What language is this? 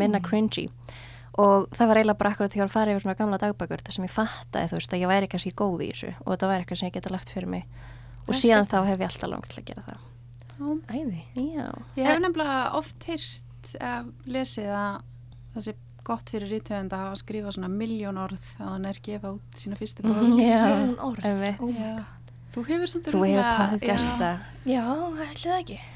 Icelandic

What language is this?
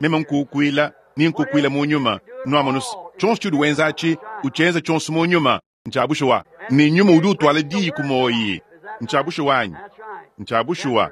Luba-Lulua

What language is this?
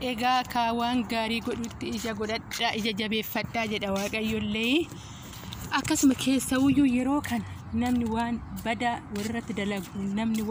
Oromo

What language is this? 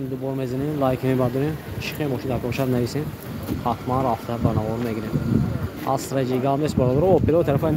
Tajik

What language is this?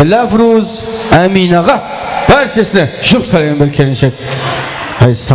Kara-Kalpak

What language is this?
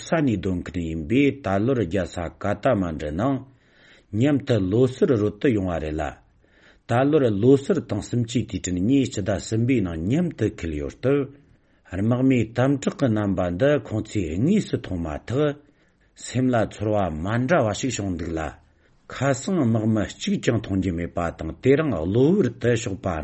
Tibetan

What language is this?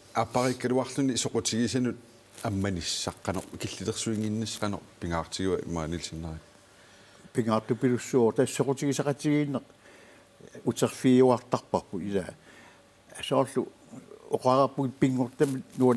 Kalaallisut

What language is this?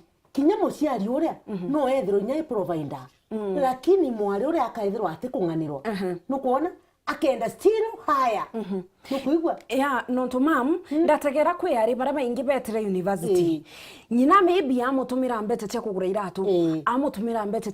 Meru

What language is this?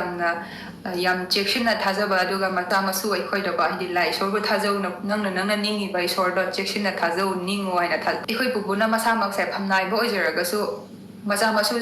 Manipuri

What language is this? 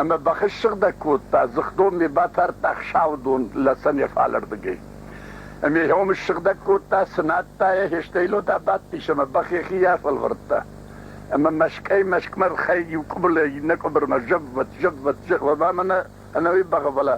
Ossetic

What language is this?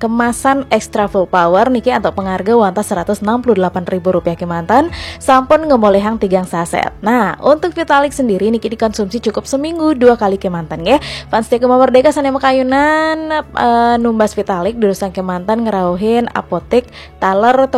Balinese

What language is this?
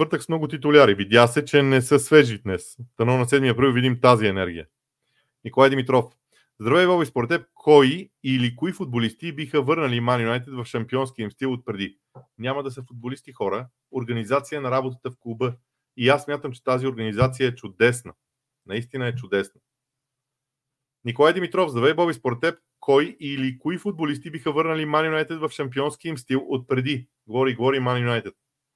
Bulgarian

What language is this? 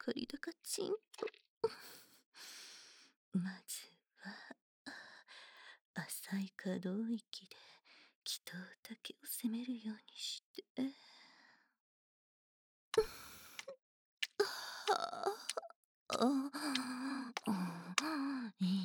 Japanese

